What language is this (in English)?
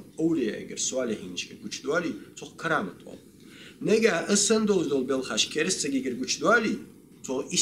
Ingush